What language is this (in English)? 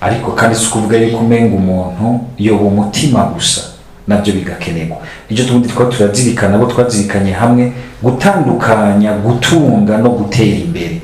Rundi